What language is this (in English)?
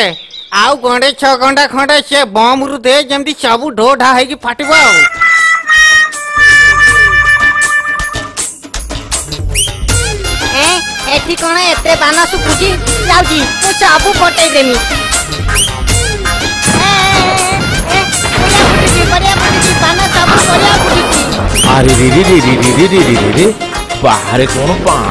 Odia